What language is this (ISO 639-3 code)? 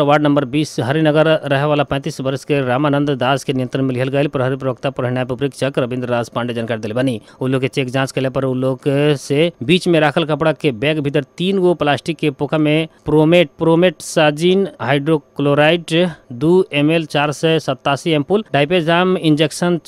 bho